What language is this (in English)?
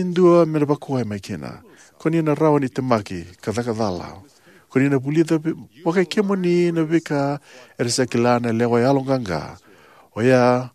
Fijian